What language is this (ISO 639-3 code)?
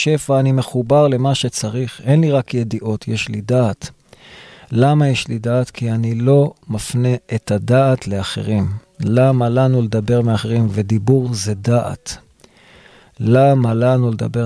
heb